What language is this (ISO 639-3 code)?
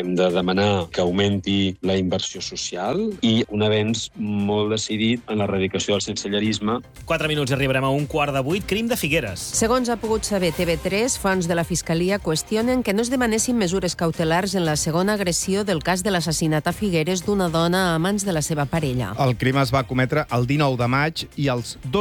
cat